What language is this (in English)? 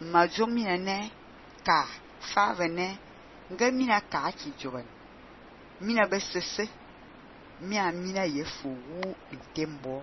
Fang